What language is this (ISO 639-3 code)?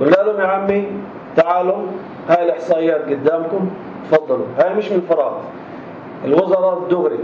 apc